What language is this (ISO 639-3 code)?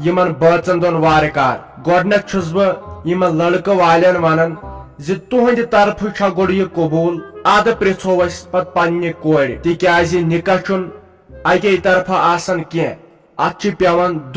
kas